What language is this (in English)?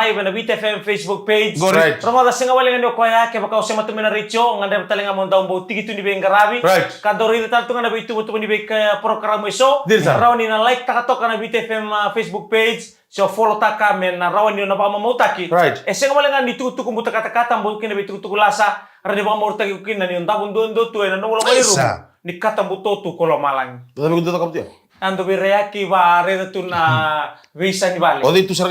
Fijian